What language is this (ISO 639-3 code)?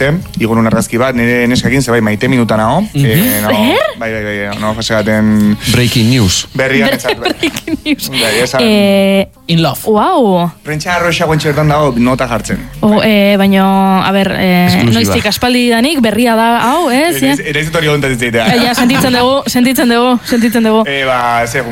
eus